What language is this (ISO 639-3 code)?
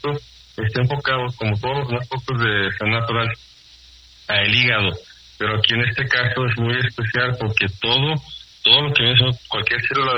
spa